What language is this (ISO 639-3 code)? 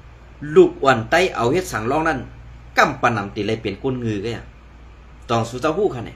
shn